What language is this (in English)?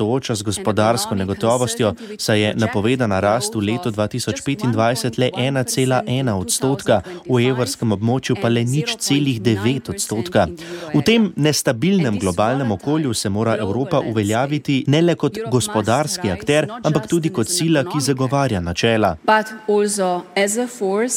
Slovenian